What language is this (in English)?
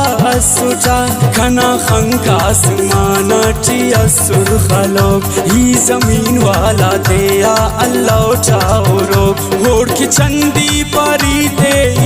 Brahui